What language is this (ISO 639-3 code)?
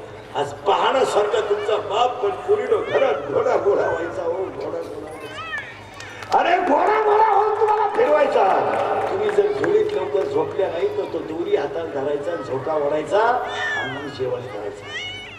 mar